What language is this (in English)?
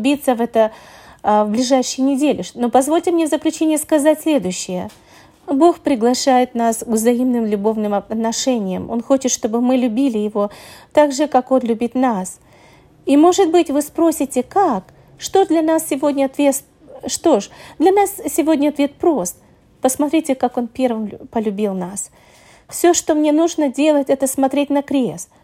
Russian